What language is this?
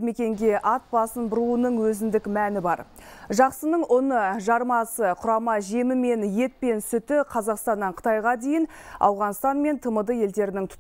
Kazakh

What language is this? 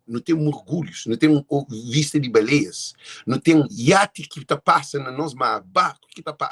Kabuverdianu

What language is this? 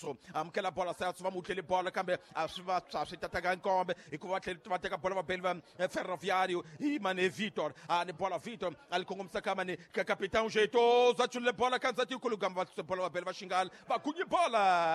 Tsonga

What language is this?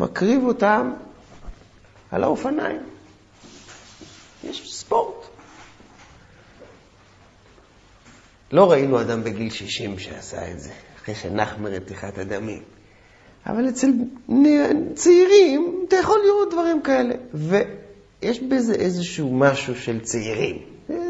Hebrew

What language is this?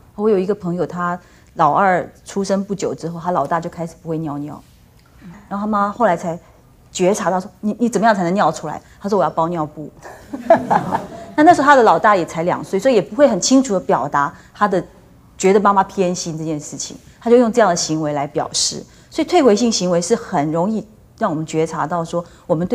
Chinese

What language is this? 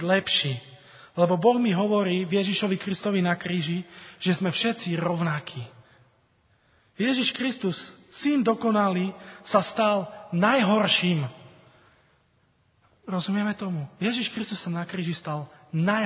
Slovak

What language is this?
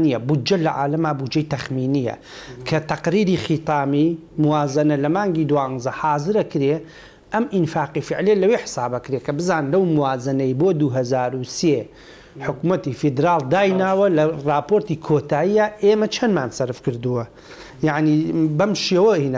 Central Kurdish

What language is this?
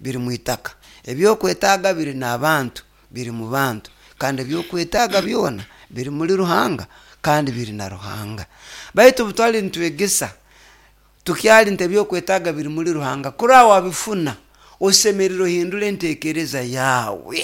Nyoro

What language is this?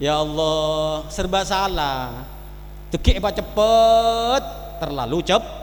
Madurese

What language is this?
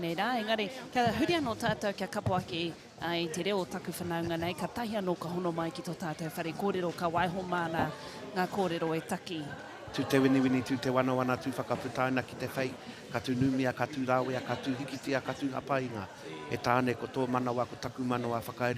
Māori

